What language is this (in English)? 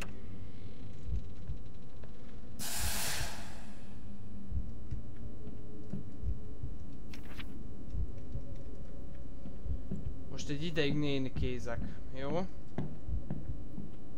Hungarian